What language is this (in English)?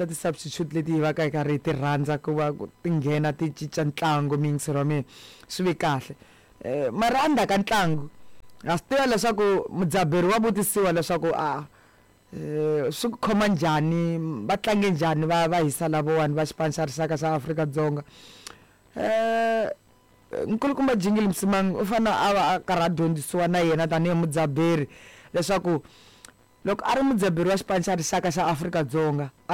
Tsonga